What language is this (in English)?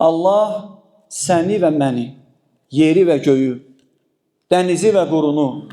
Azerbaijani